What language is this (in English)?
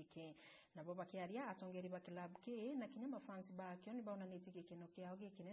Meru